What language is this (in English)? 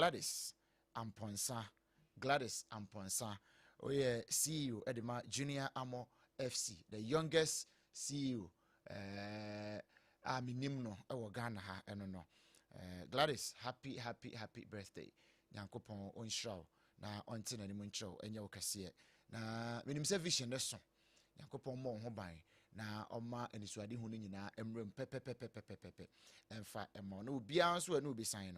Akan